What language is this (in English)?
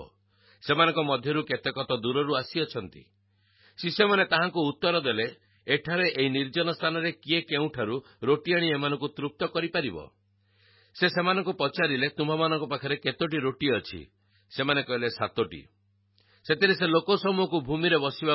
Odia